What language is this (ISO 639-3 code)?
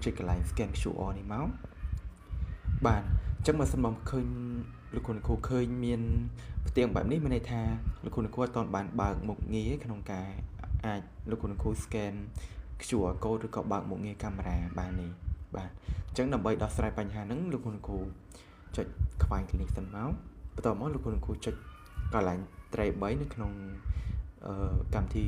khm